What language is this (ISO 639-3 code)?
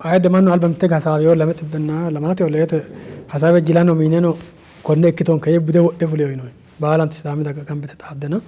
sid